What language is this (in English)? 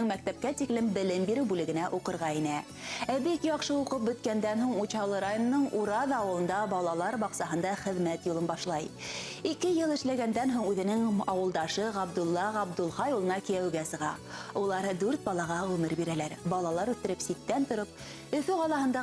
Bashkir